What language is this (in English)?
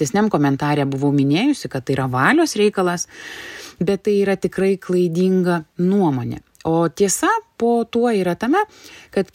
Lithuanian